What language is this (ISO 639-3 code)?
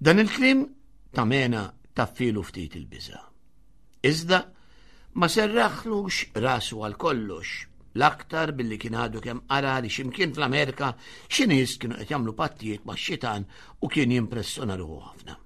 mlt